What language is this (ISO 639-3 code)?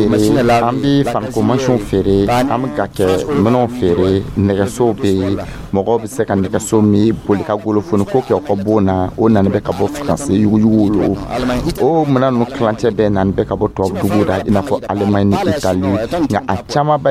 dyu